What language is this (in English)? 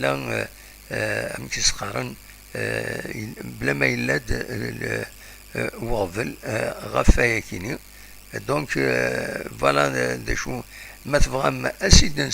Kabyle